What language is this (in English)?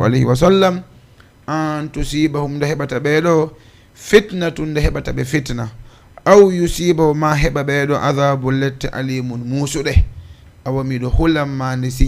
Fula